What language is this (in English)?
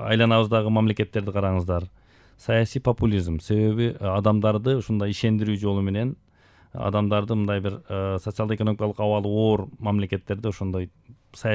Kyrgyz